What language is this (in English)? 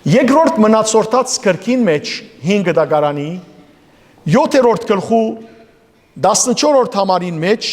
Western Armenian